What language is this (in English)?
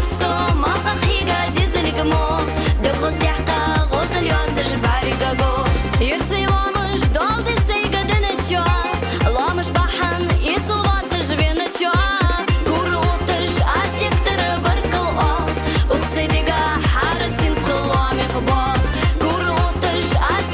Ingush